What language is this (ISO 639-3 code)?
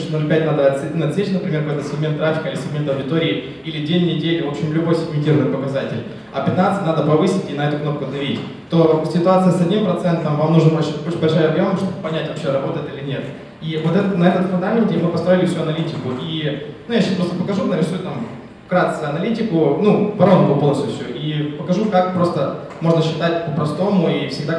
rus